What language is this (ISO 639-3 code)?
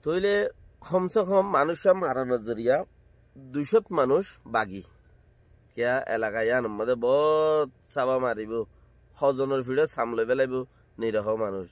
rhg